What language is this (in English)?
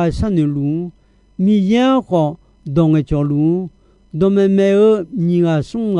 Akha